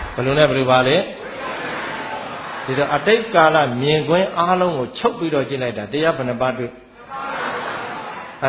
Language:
Burmese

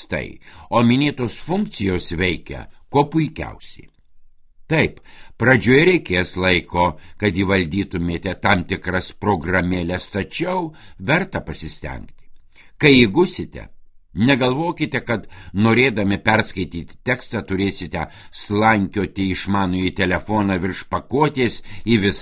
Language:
Lithuanian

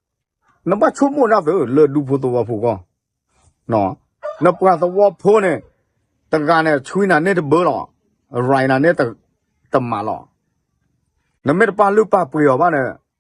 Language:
S'gaw Karen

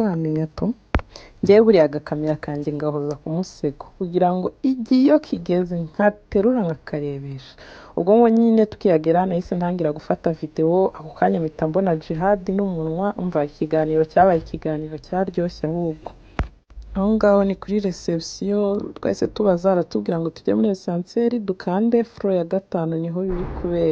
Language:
Kinyarwanda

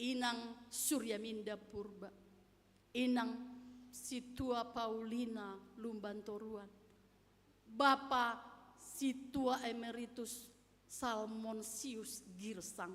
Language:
Batak Simalungun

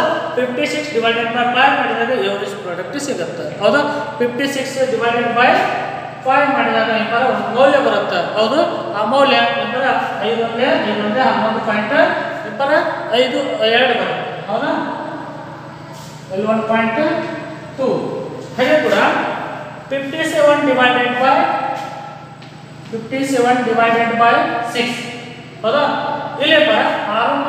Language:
Kannada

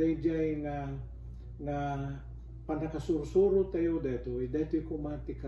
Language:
Iloko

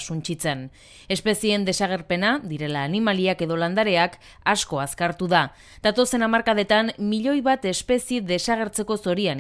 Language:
Basque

